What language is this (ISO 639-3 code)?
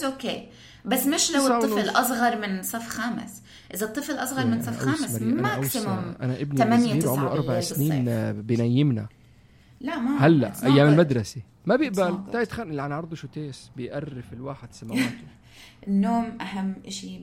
apc